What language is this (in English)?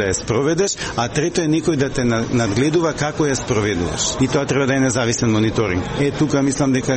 Macedonian